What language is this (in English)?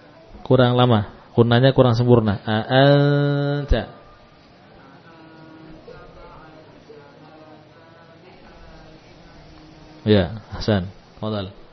Indonesian